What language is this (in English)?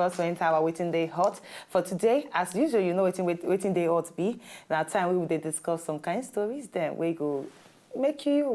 Nigerian Pidgin